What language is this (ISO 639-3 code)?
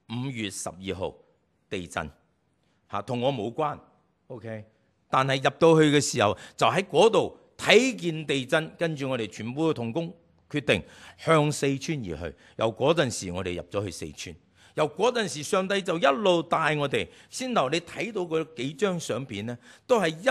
yue